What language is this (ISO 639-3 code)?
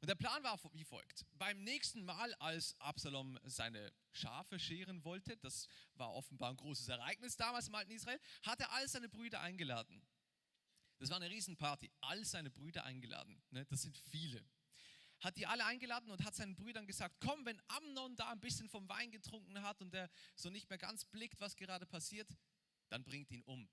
gsw